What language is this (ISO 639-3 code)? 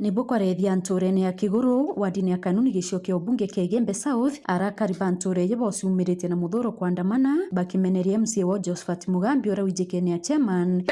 mer